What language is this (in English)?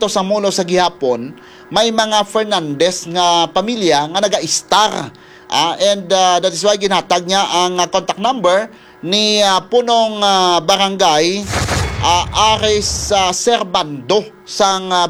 Hiligaynon